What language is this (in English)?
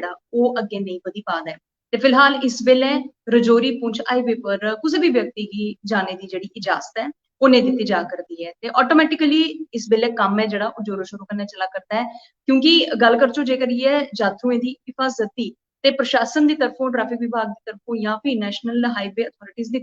Dogri